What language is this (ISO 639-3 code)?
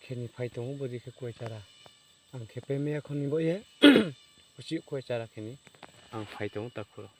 ria